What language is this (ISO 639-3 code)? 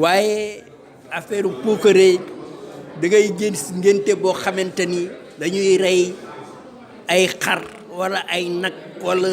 wol